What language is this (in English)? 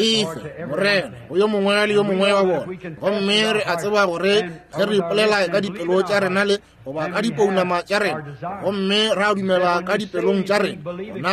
Northern Sotho